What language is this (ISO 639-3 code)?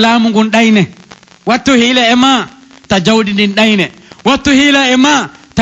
fuf